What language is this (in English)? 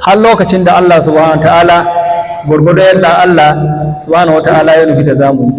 Hausa